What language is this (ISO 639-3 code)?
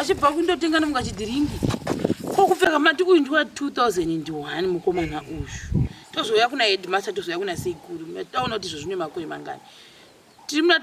sna